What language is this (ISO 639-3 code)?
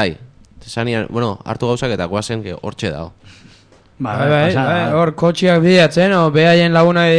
eus